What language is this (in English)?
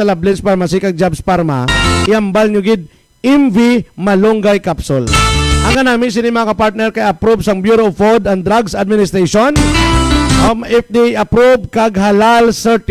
Hiligaynon